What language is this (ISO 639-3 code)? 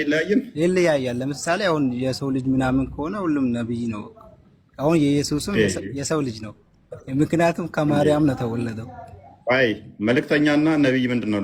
amh